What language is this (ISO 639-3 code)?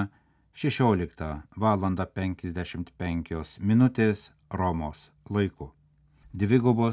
lit